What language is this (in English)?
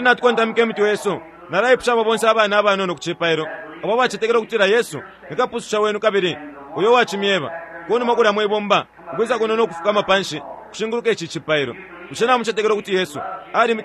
Bemba